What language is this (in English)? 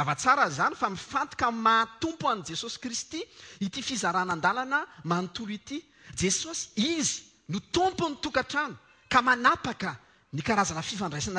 Malagasy